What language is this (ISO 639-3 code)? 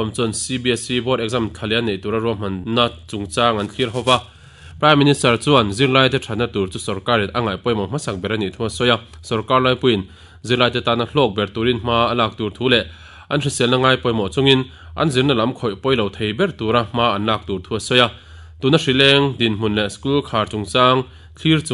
lus